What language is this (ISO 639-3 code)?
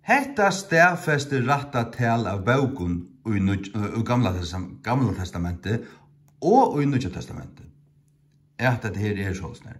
fao